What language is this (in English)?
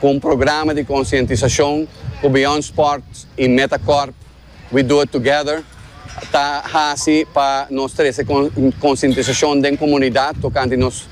Papiamento